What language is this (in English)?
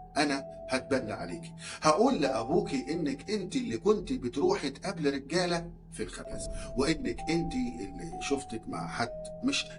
Egyptian Arabic